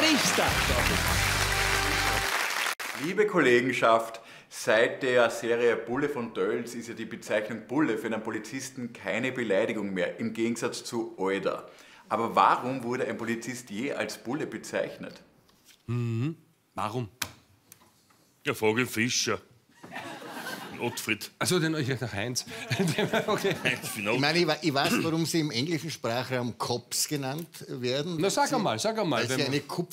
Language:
German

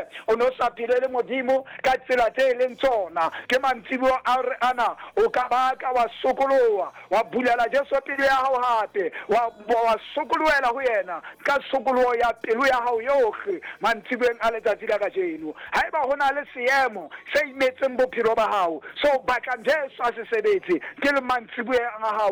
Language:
Southern Sotho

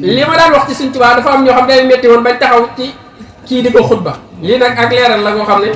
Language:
Wolof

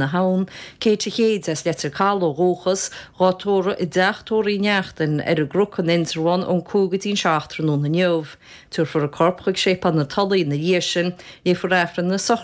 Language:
Irish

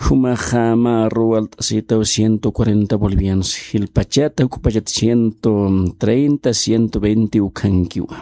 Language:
Aymara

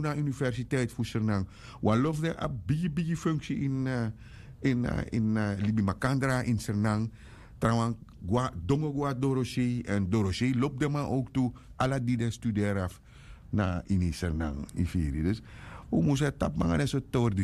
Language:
Sranan Tongo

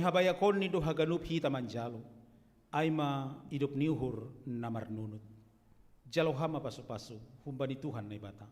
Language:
Batak Simalungun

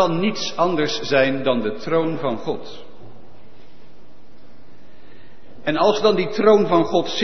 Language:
Dutch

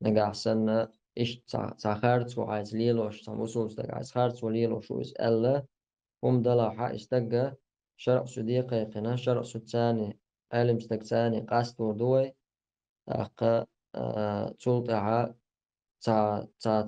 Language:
Chechen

